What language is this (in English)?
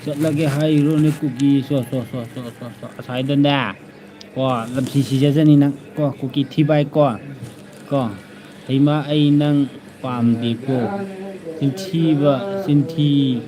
Manipuri